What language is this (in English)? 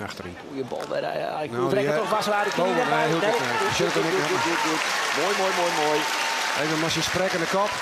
Western Frisian